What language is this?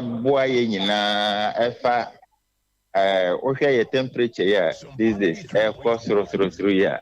Akan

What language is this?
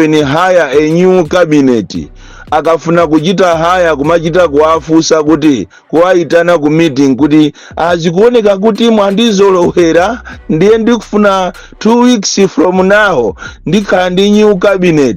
Nyanja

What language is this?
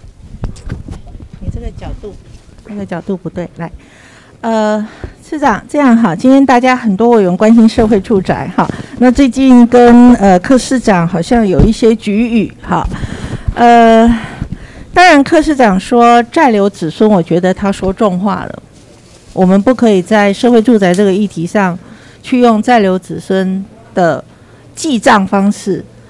Chinese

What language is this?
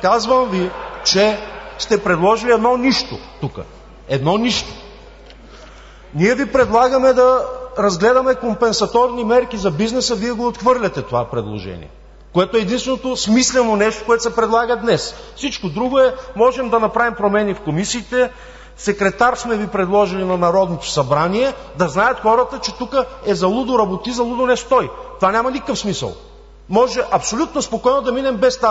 Bulgarian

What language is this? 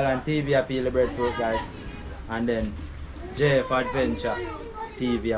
Jamaican Creole English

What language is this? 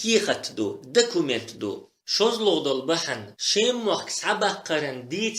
Chechen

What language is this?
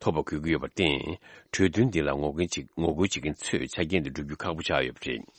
Tibetan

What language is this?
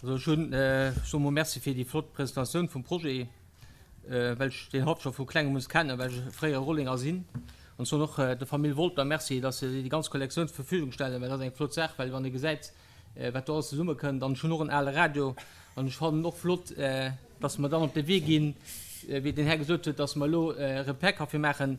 Luxembourgish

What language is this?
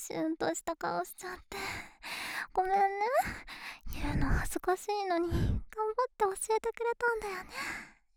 Japanese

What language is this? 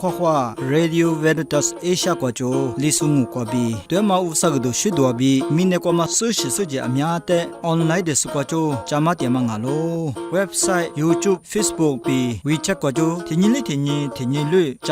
Lisu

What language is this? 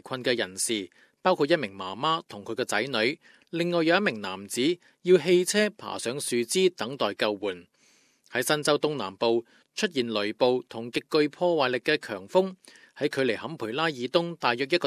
Cantonese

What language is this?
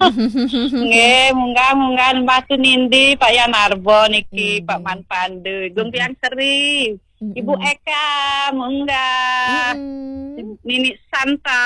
Balinese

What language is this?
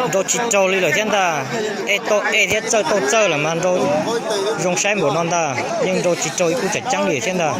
Hmong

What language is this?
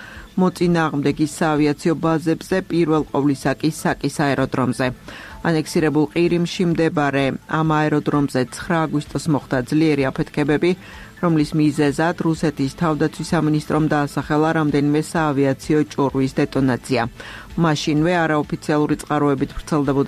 Georgian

